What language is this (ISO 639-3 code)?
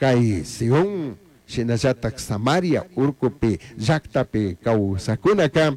qug